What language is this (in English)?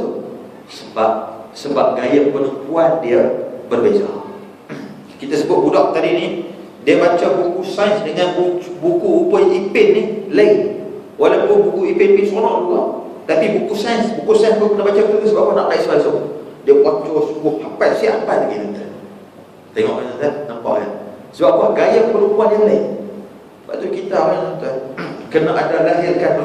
Malay